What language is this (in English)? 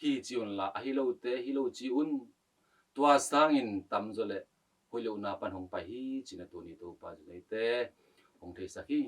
Tedim Chin